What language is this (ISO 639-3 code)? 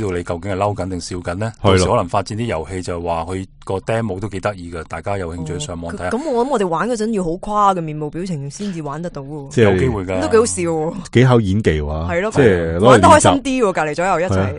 yue